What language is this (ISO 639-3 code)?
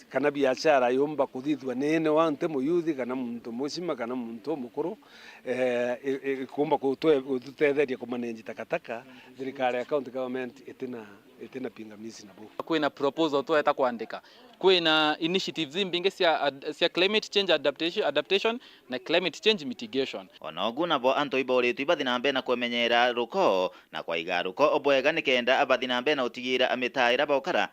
mer